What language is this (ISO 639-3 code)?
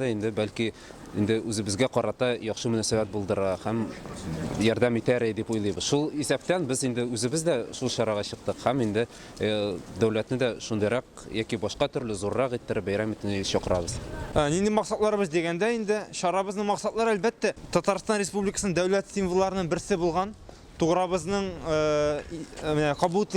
tat